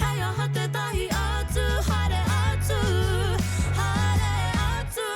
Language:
Māori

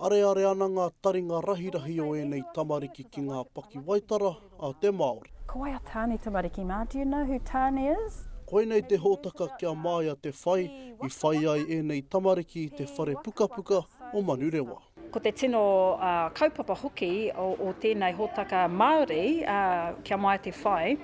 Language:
Māori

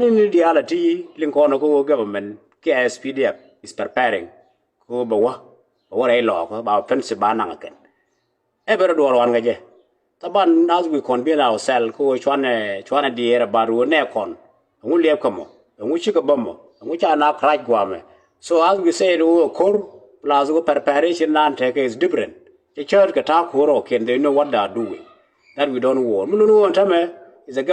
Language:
Nuer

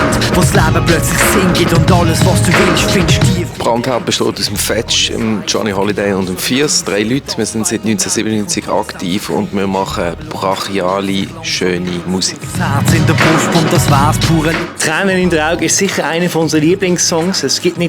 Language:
Swiss German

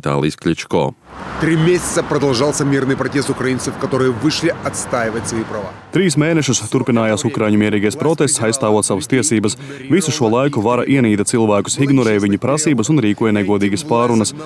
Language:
Latvian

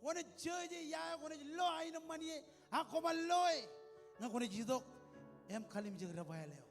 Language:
Marshallese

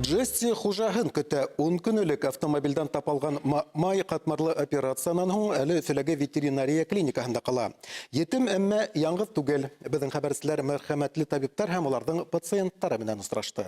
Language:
Bashkir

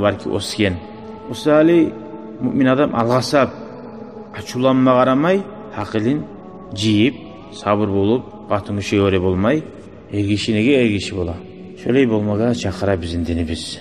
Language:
Kumyk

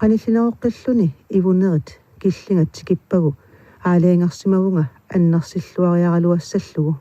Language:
Kalaallisut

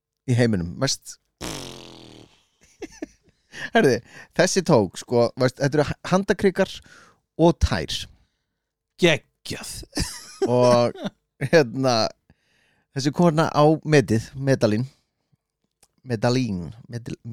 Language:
Icelandic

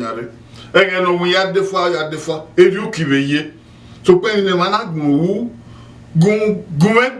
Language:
Bini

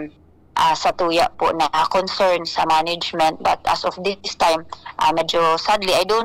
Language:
Bikol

